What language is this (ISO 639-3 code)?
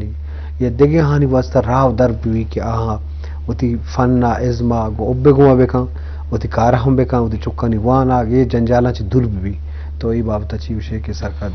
bgp